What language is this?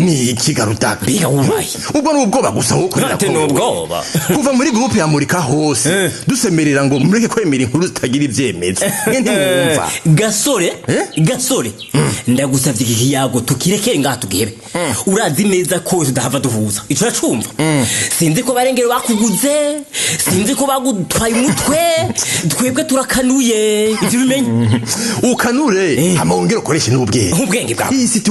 Rundi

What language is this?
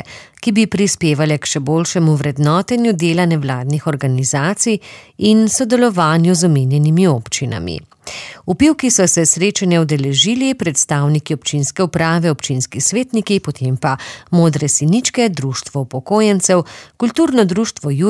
Slovenian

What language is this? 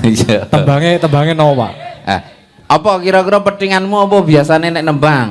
Javanese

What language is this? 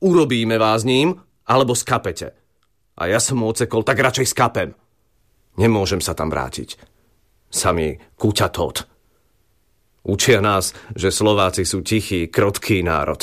Slovak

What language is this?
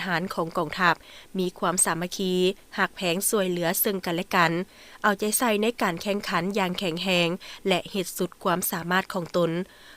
Lao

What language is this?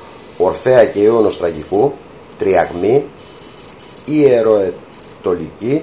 Greek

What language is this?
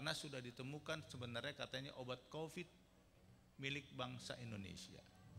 Indonesian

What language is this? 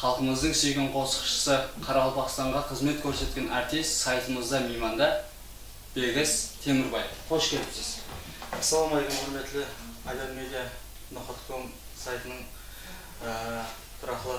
Kara-Kalpak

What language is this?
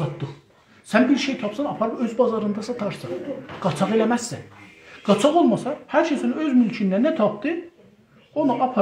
South Azerbaijani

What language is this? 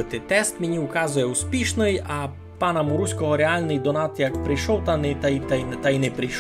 Rusyn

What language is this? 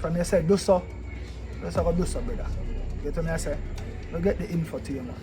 Jamaican Creole English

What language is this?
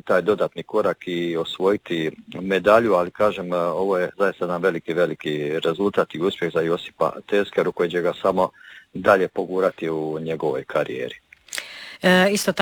Croatian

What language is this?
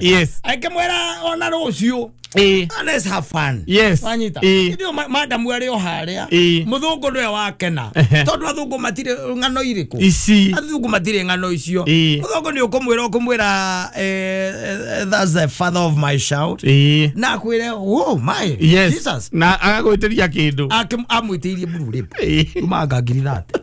Kikuyu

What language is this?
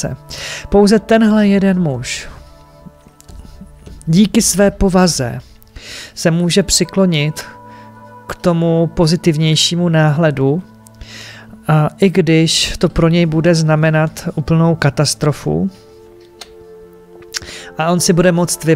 Czech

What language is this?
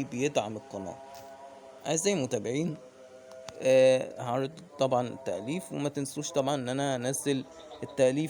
Egyptian Arabic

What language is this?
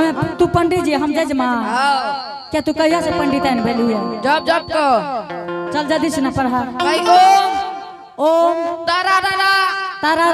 Angika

